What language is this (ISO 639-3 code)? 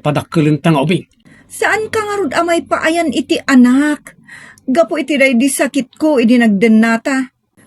ilo